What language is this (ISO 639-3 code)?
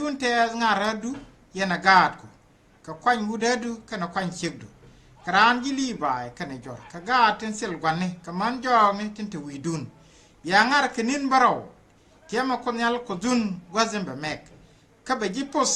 nus